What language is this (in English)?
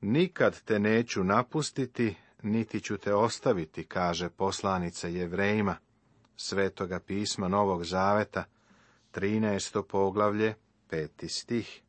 Serbian